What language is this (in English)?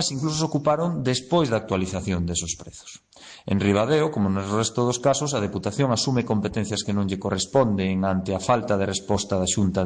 Galician